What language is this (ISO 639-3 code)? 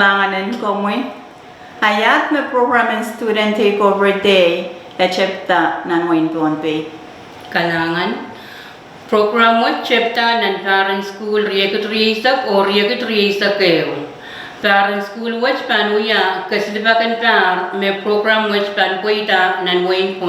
pon